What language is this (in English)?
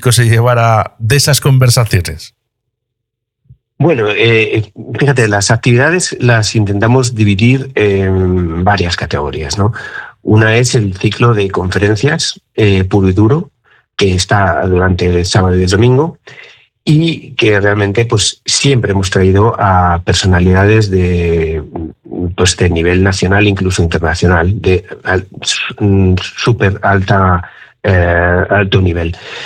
Spanish